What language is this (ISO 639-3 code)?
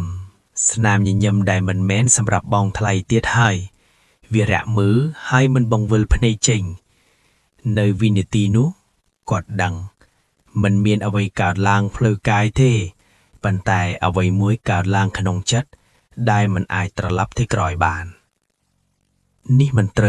khm